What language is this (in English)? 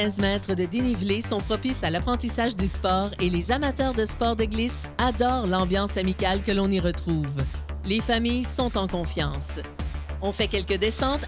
French